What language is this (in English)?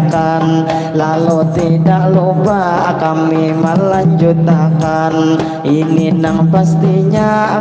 Banjar